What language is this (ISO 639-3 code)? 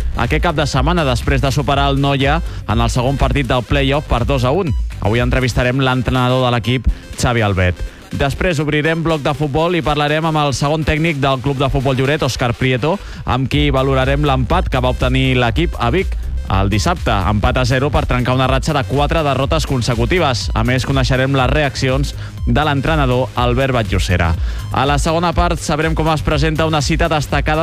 cat